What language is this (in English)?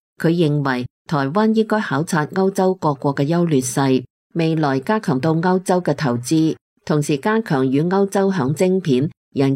Cantonese